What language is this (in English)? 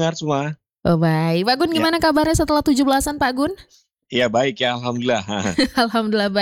Indonesian